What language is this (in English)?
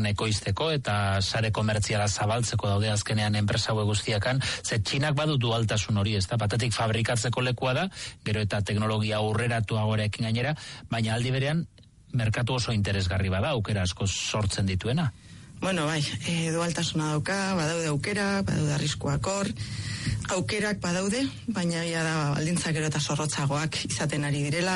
Basque